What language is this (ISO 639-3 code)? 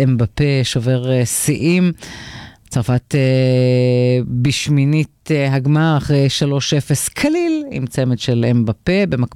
heb